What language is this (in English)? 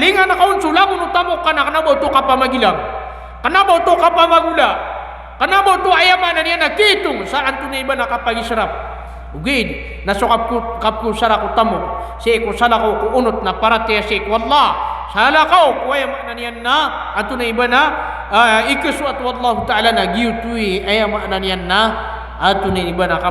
Maranao